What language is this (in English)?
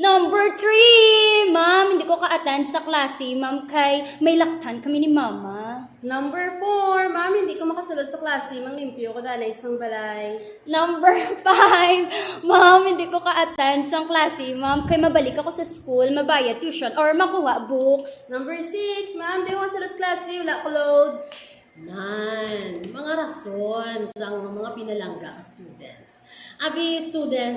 Hiligaynon